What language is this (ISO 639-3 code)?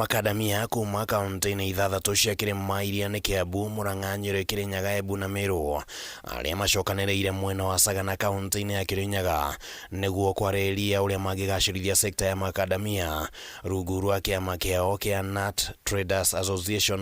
kik